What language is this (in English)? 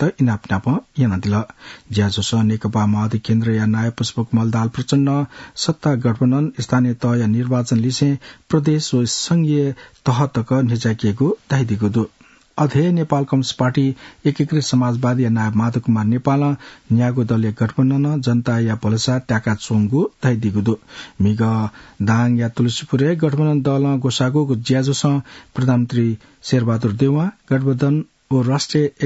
Newari